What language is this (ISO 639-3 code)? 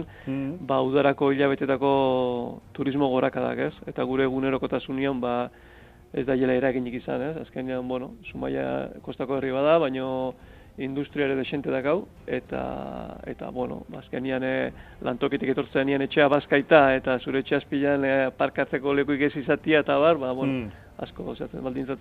eus